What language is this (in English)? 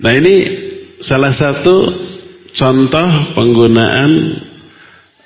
Indonesian